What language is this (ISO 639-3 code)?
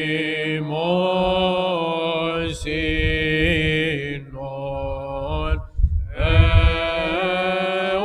ell